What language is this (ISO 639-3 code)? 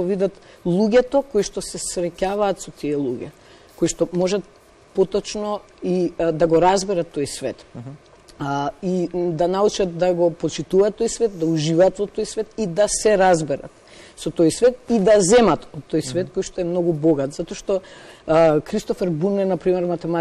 mkd